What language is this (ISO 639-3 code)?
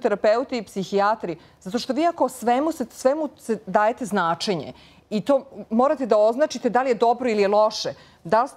srp